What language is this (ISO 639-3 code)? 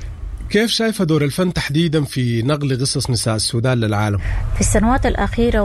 apd